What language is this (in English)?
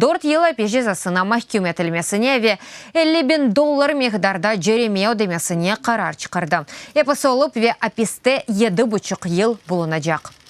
Crimean Tatar